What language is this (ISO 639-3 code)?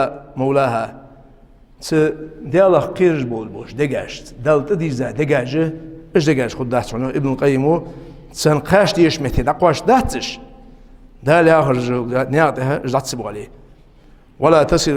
inh